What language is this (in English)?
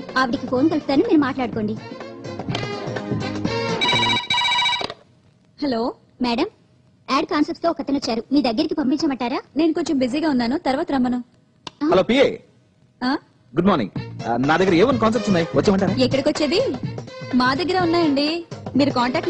Telugu